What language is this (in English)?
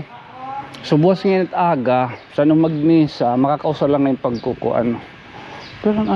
Waray